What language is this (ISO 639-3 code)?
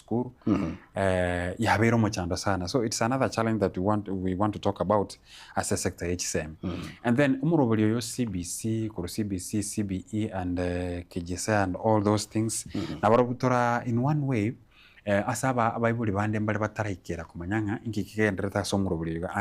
guz